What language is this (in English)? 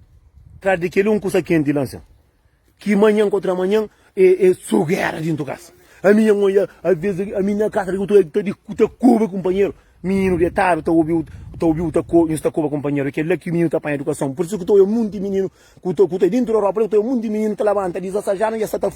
Kabuverdianu